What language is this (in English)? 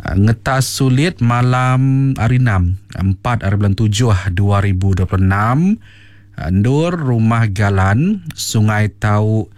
Iban